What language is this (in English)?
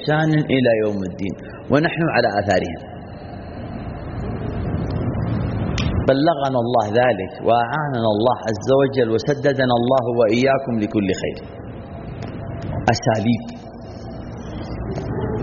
Arabic